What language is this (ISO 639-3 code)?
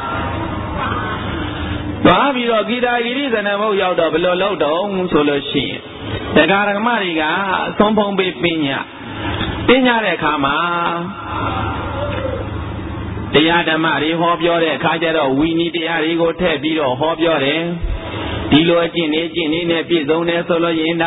mya